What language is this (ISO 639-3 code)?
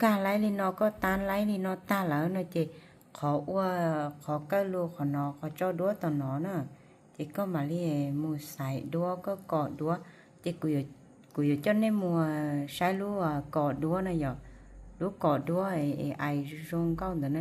hmn